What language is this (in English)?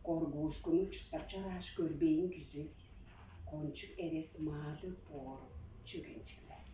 Tuvinian